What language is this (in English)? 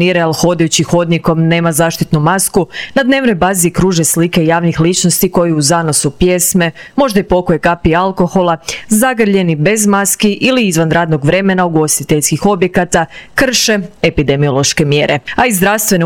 Croatian